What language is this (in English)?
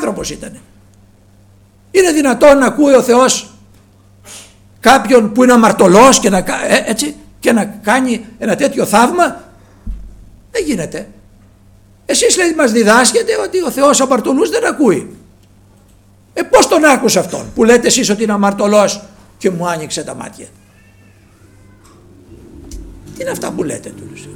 Greek